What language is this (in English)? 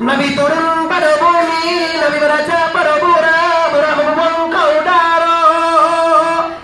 Minangkabau